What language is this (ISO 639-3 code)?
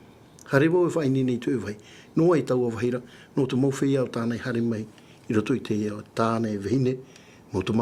tah